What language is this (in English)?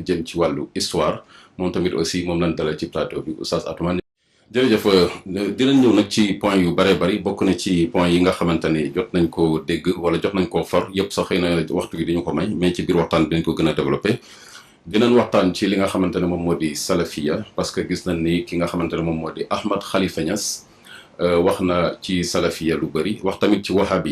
Wolof